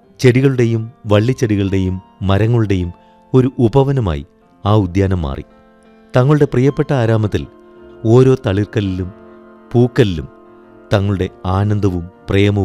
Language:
Malayalam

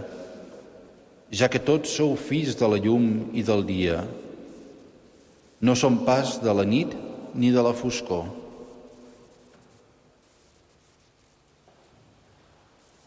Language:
Catalan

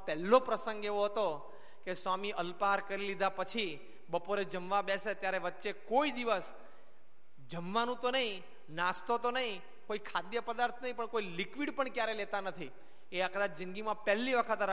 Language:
Gujarati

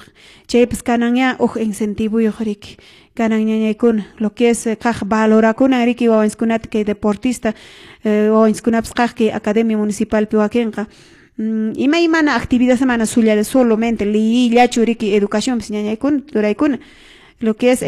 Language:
Quechua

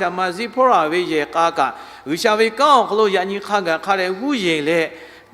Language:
Lahu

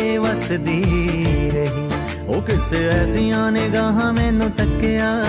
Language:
Punjabi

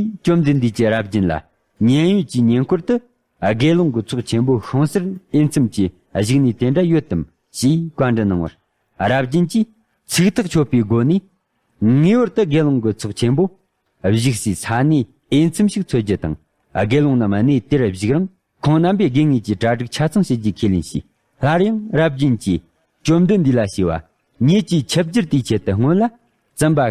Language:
Tibetan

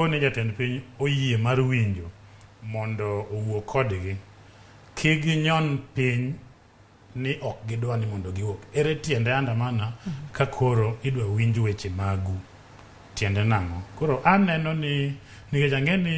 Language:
Luo (Kenya and Tanzania)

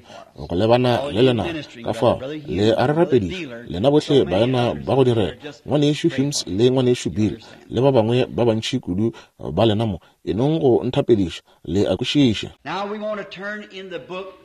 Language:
Northern Sotho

